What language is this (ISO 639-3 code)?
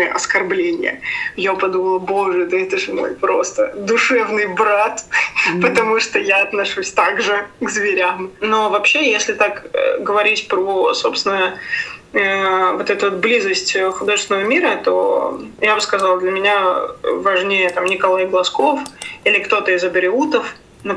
rus